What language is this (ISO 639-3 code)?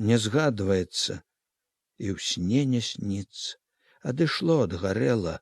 bel